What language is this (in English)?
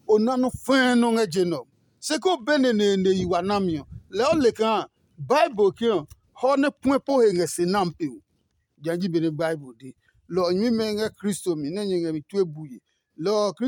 Adangme